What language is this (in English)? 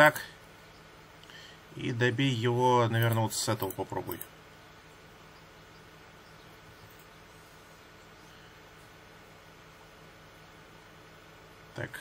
Russian